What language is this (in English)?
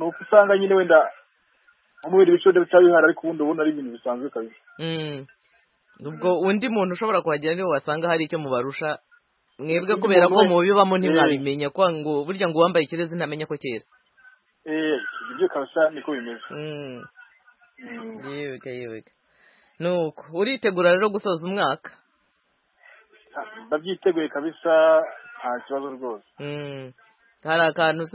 Kinyarwanda